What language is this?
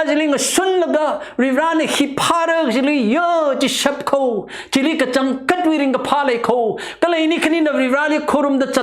Tangkhul Naga (India)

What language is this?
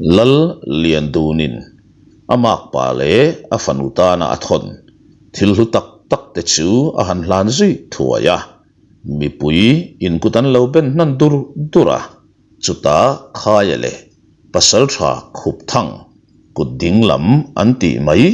Mizo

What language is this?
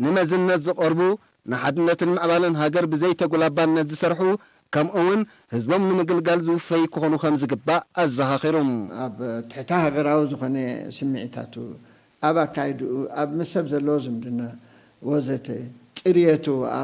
Tigrinya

